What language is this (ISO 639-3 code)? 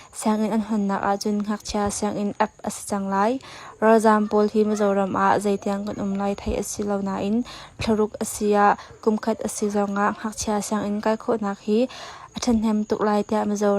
cnh